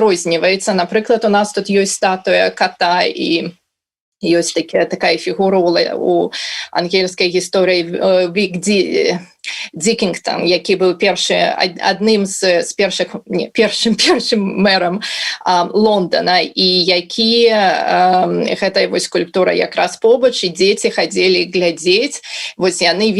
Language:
Belarusian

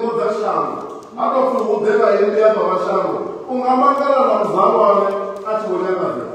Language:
Venda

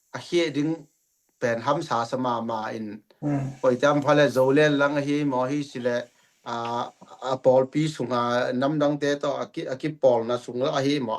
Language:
Tedim Chin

